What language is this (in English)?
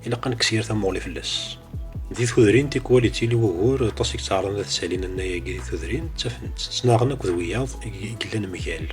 Kabyle